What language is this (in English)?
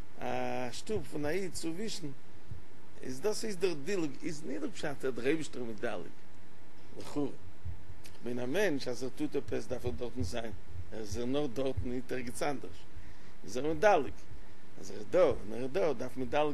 Yiddish